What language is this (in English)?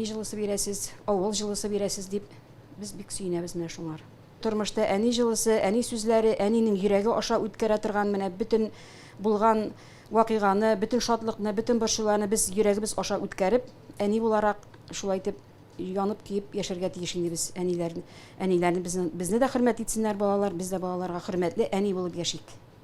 Tatar